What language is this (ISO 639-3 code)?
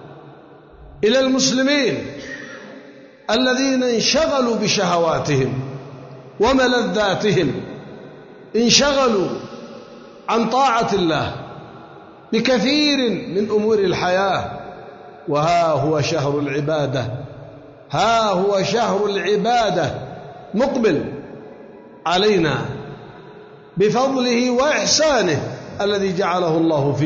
ara